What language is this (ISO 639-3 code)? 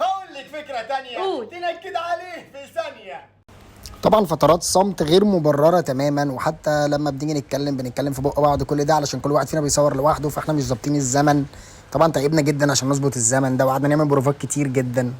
arz